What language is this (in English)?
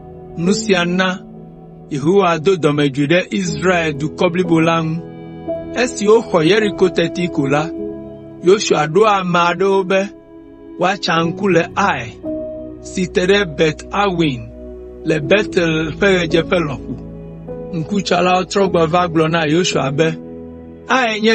Ewe